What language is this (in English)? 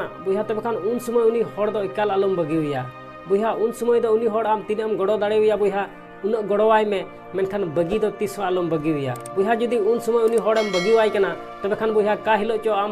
Santali